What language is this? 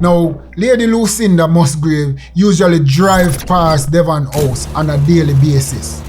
Jamaican Creole English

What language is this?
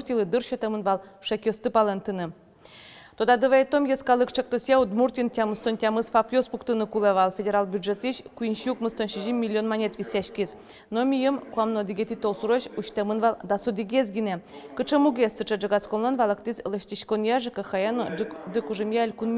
Udmurt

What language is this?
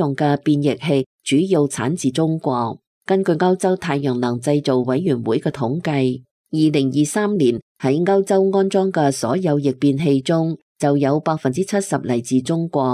Cantonese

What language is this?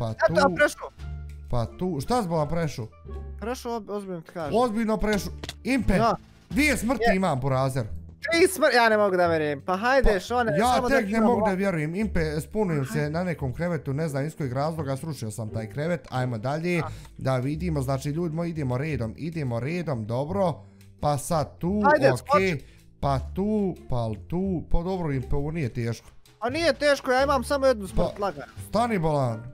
Bosnian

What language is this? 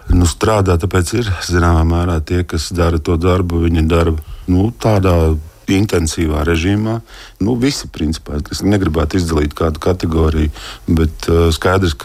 Latvian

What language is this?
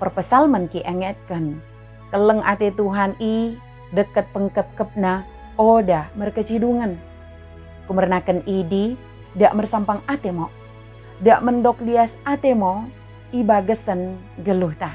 Batak Dairi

